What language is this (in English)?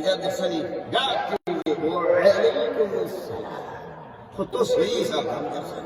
Sylheti